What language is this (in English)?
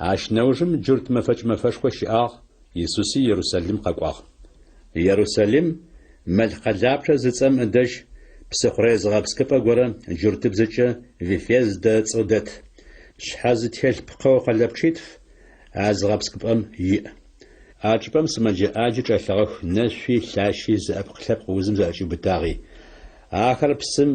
Adyghe